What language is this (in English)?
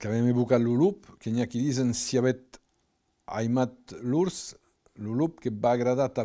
Occitan